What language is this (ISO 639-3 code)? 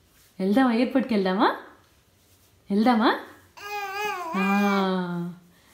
tel